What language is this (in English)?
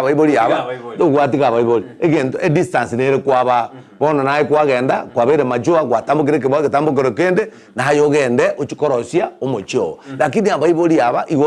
Gusii